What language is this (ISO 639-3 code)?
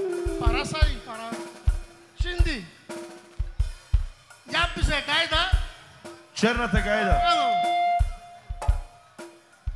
tur